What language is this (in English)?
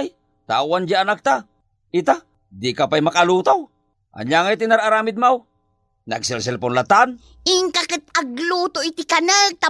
Iloko